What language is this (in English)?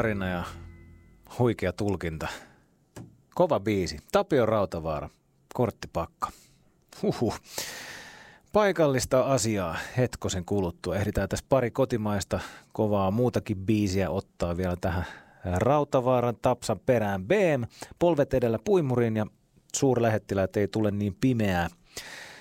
Finnish